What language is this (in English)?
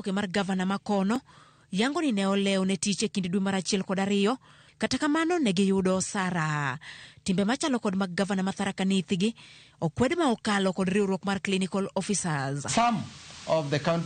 Luo (Kenya and Tanzania)